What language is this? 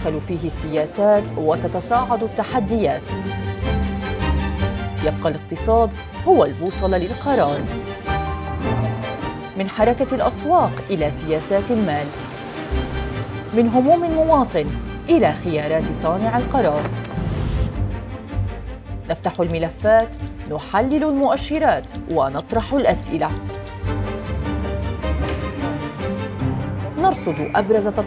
Arabic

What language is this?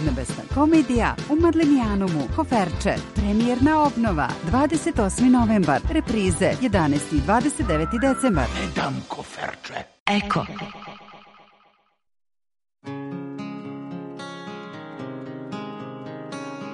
Serbian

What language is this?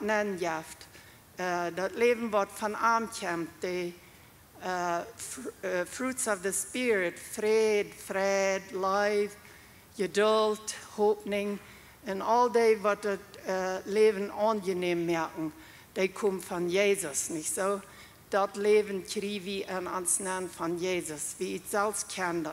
Plautdietsch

